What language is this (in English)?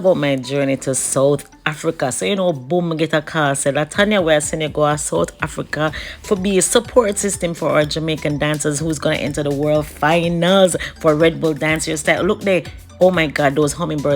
Jamaican Creole English